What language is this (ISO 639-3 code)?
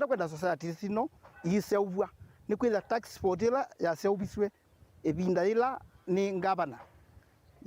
kam